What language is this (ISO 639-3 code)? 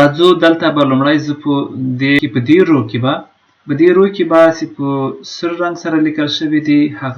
pus